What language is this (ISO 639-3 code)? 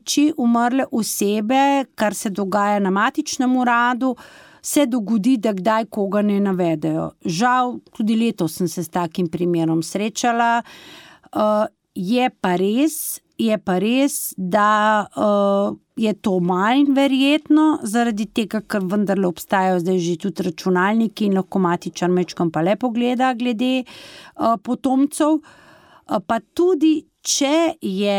slv